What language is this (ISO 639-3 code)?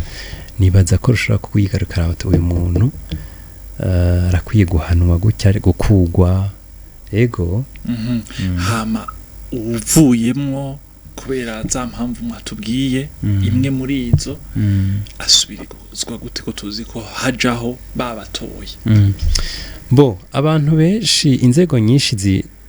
run